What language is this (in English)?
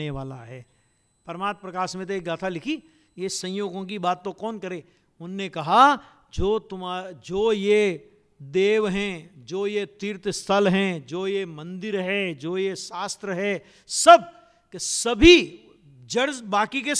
Hindi